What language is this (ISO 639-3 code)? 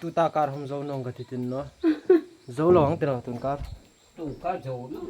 hmr